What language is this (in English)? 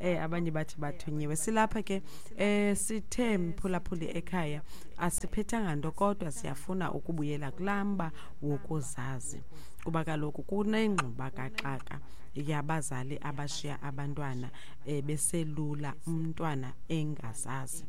Xhosa